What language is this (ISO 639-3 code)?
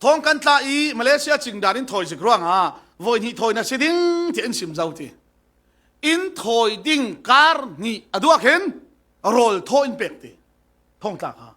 cfm